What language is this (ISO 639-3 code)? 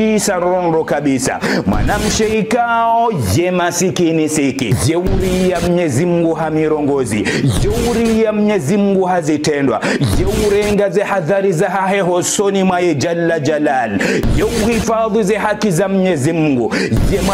zdj